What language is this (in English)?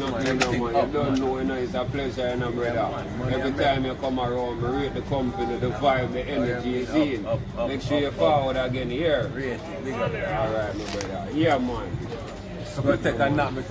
Jamaican Creole English